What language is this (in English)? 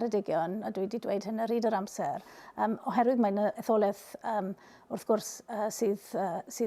Welsh